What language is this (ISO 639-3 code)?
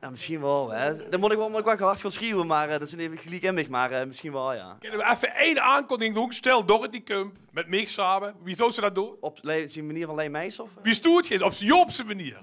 lim